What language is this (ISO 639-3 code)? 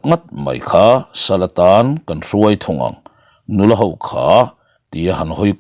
lus